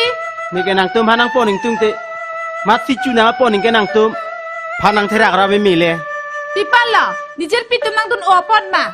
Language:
Karbi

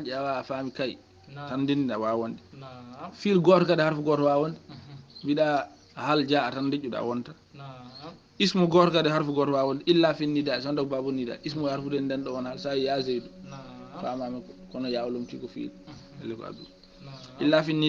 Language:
Fula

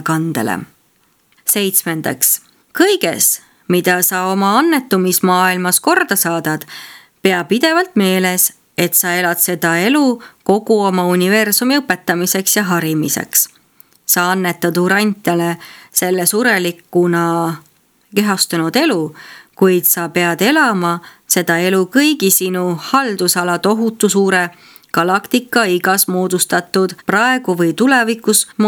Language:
Estonian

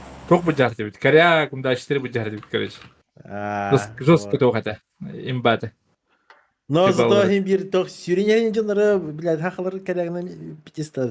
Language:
Yakut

